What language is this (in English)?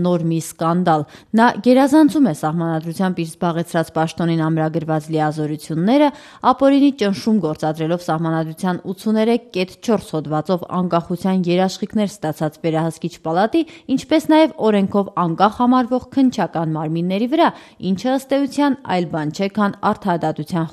Armenian